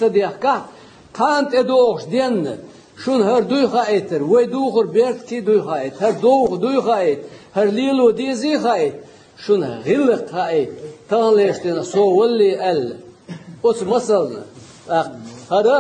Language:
Chechen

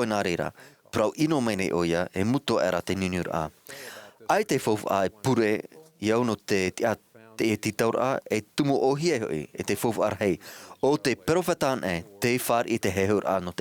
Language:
Tahitian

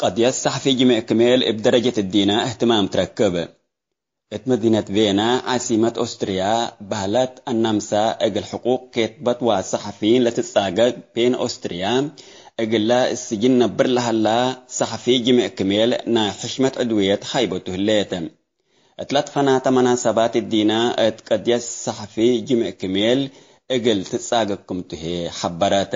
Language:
Tigre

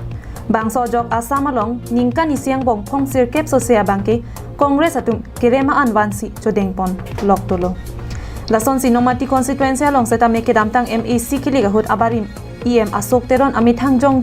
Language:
Karbi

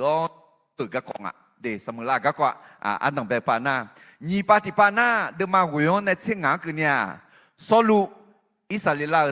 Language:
Akha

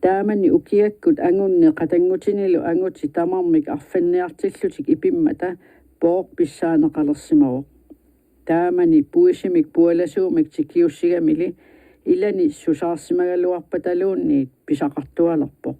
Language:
Kalaallisut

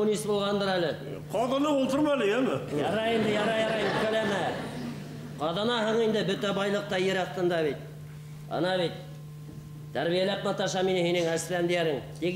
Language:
Bashkir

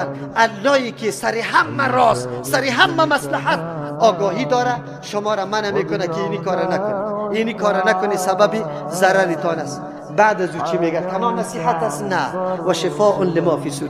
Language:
Persian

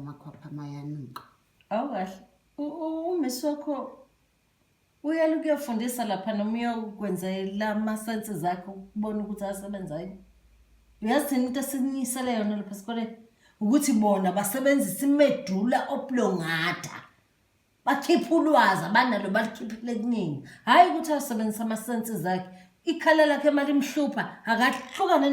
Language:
Zulu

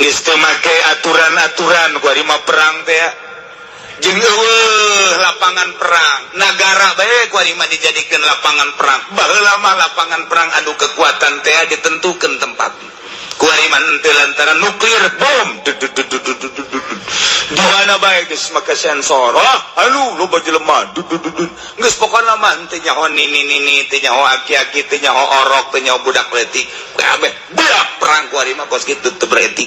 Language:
Sundanese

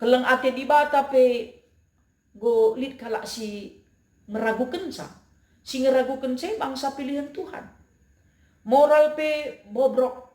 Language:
Batak Karo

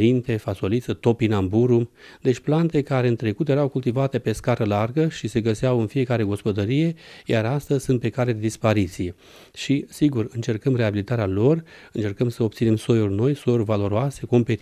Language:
Romanian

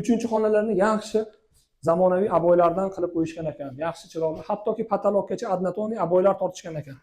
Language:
Uzbek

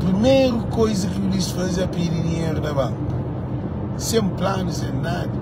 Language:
Kabuverdianu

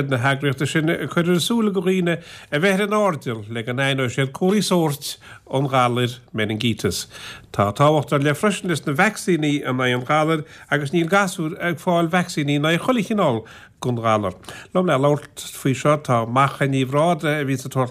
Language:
Irish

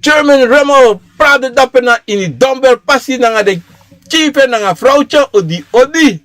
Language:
Sranan Tongo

